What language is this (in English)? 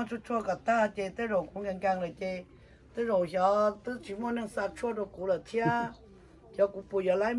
Hmong